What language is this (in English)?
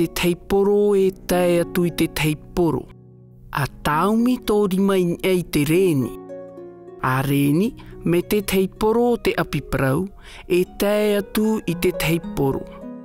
Tahitian